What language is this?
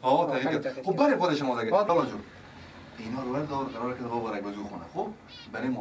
Persian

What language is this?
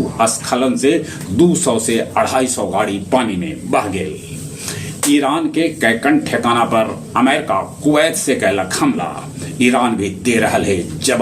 Magahi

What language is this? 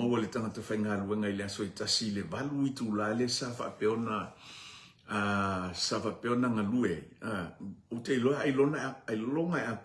Samoan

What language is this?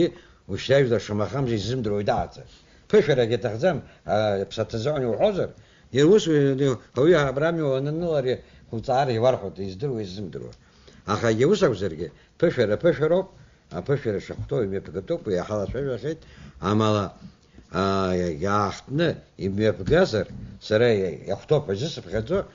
Abkhazian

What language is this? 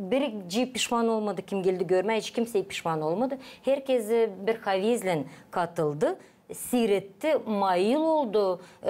Gagauz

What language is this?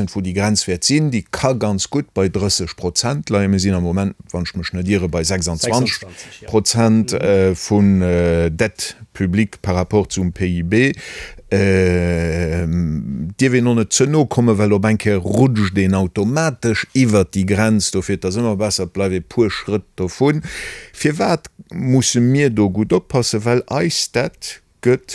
Luxembourgish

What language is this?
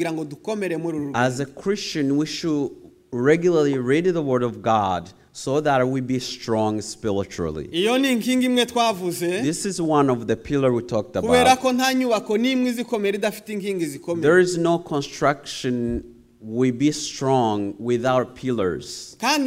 Kinyarwanda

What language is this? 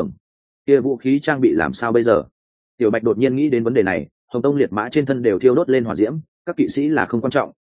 Vietnamese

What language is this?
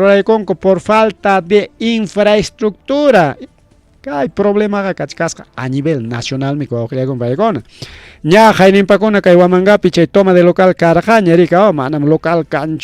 Ayacucho Quechua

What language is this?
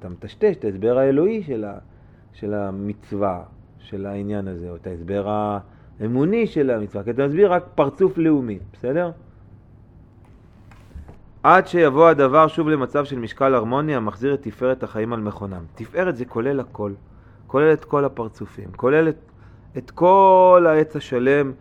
Hebrew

